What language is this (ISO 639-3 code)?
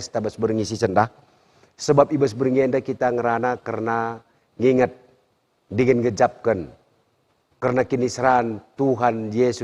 btx